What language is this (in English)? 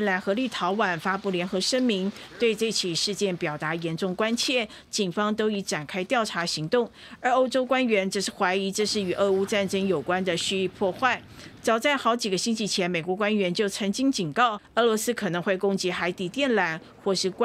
Chinese